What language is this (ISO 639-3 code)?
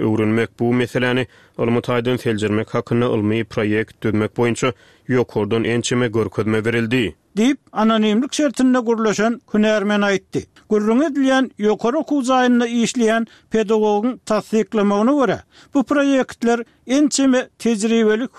tuk